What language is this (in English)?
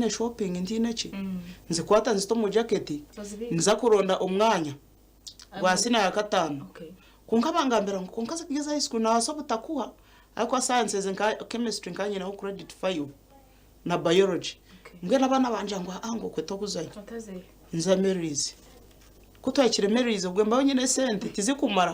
Nyankole